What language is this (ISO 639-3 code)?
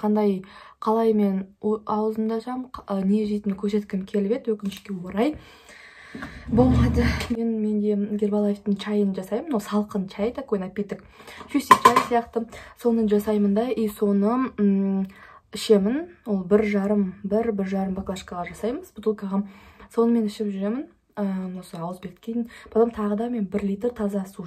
kaz